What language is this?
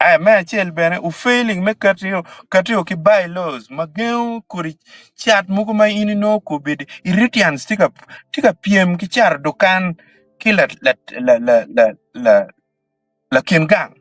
Acoli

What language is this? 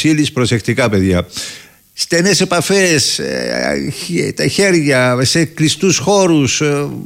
Greek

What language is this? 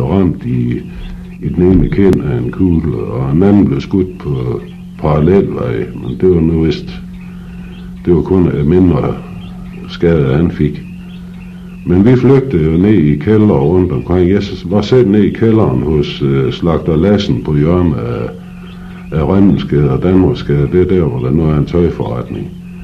Danish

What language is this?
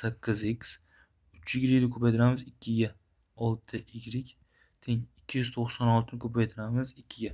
Uzbek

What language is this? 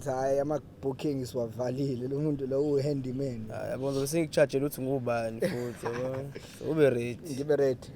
Zulu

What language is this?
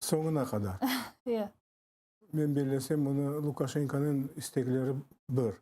Crimean Tatar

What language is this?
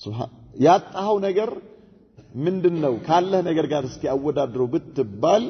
Amharic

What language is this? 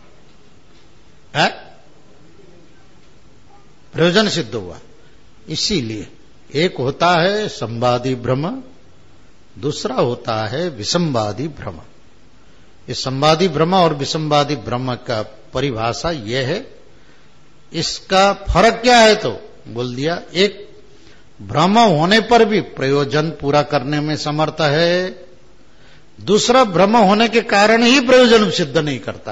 Hindi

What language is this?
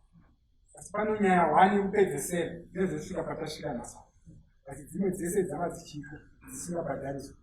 Shona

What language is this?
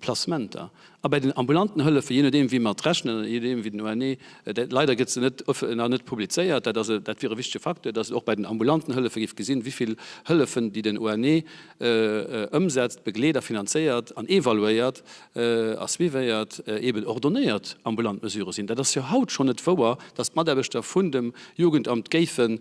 Luxembourgish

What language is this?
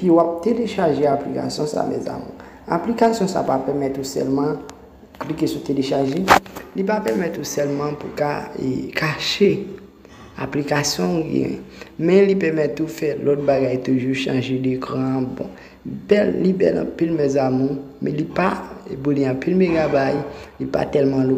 Haitian Creole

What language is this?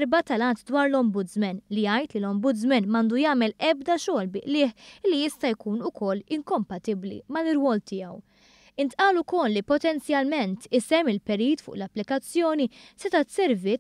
Maltese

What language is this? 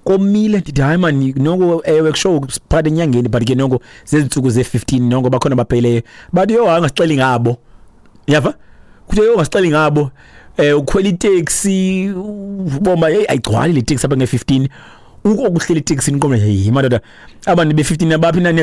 Xhosa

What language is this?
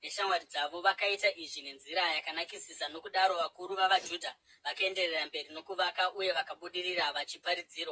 Shona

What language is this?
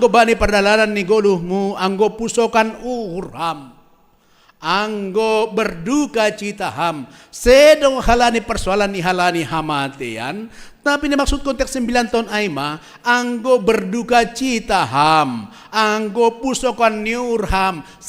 Batak Simalungun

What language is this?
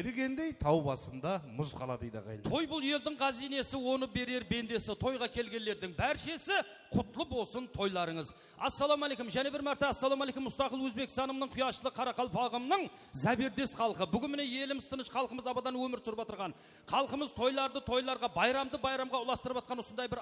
Kara-Kalpak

